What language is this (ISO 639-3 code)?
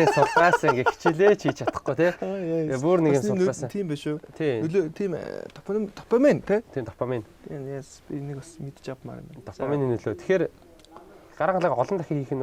mon